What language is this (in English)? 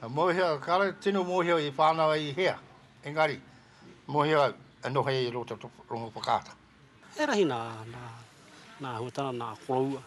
Māori